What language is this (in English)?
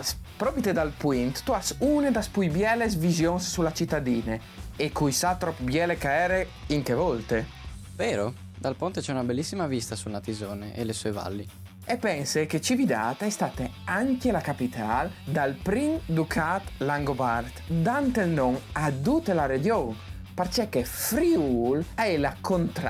Friulian